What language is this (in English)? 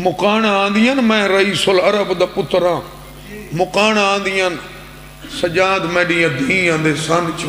Saraiki